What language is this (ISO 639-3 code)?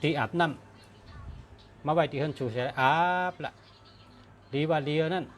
shn